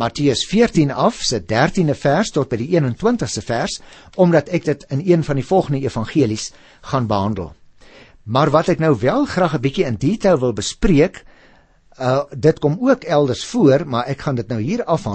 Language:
Afrikaans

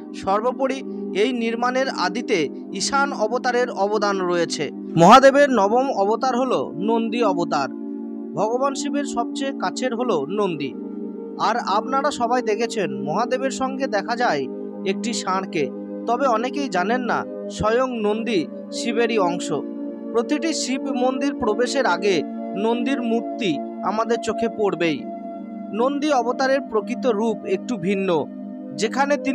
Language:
Bangla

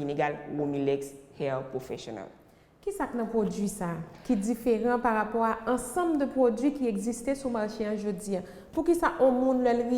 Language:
Haitian Creole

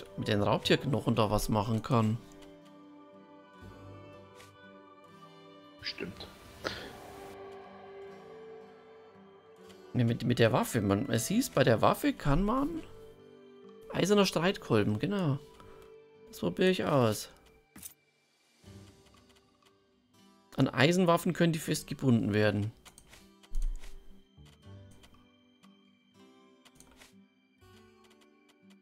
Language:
German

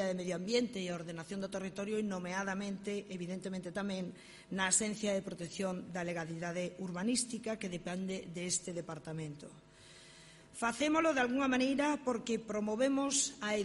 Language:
Galician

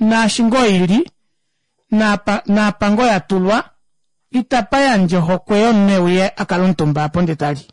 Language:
Kuanyama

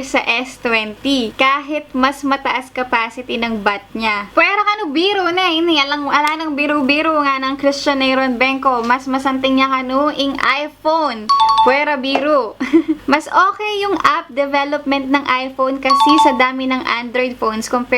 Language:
Pampanga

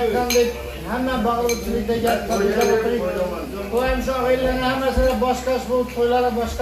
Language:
Uzbek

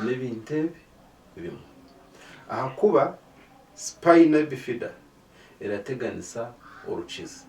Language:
Nyankole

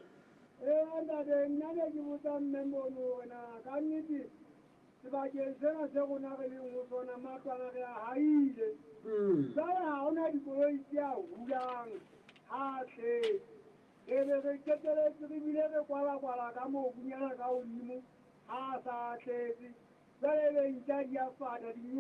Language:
Southern Sotho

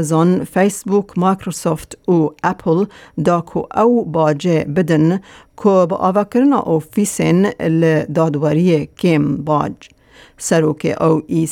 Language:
Kurdish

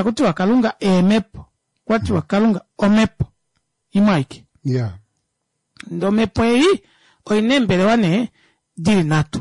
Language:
Kuanyama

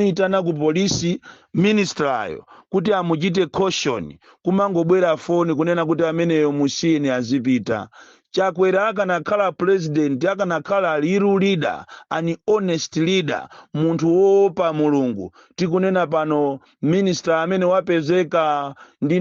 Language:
Nyanja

